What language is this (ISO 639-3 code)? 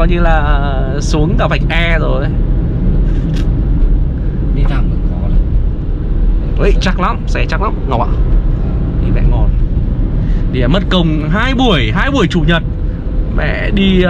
vie